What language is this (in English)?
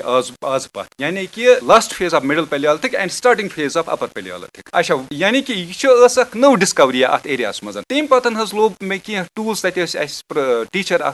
Kashmiri